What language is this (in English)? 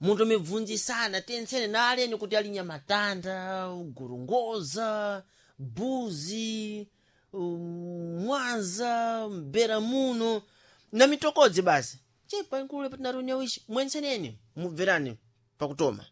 Sena